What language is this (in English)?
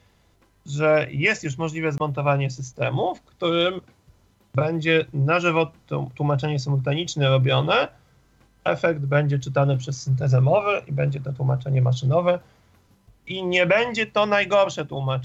Polish